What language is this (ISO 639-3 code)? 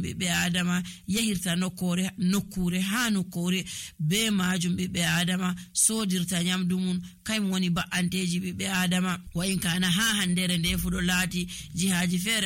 fuv